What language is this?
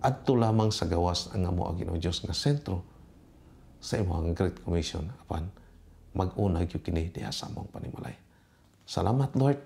Cebuano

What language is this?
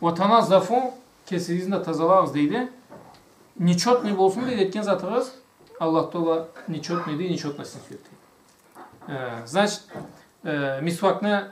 Karachay-Balkar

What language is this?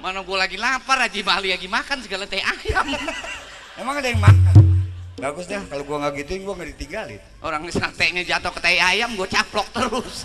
Betawi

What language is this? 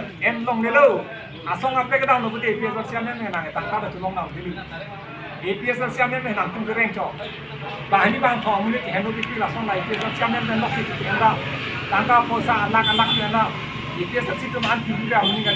Karbi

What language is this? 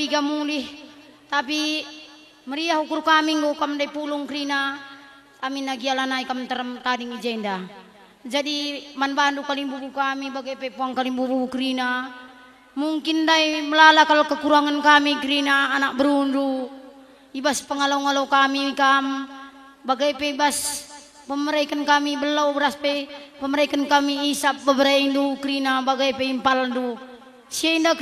Batak Karo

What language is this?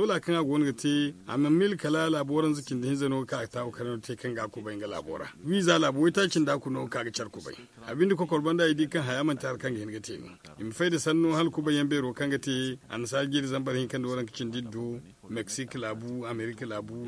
Zarma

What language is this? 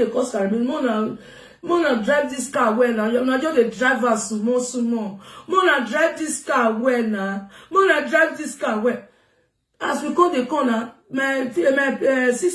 Nigerian Pidgin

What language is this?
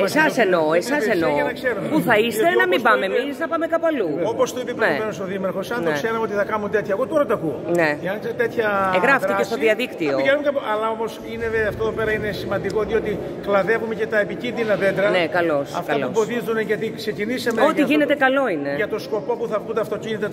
Greek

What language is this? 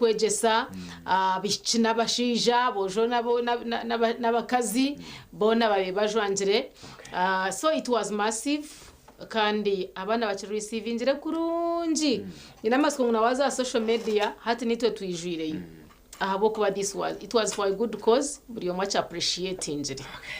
Nyankole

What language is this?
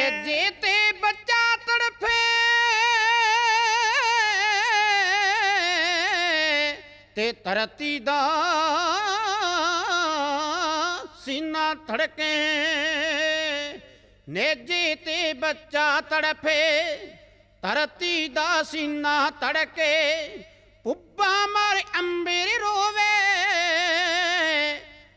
Punjabi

